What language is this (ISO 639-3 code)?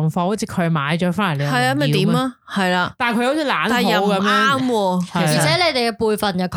yue